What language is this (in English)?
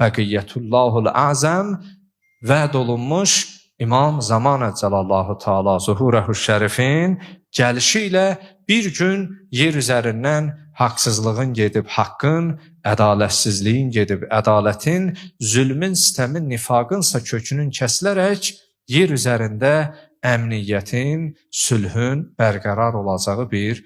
Azerbaijani